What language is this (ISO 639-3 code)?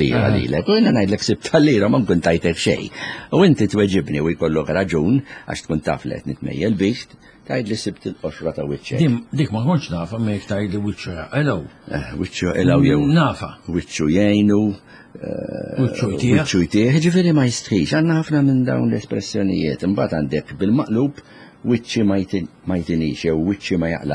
mlt